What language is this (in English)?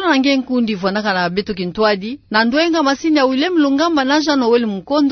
Kituba (Democratic Republic of Congo)